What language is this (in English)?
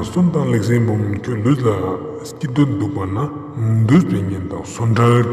Ladakhi